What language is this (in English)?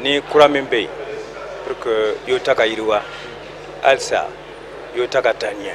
Bambara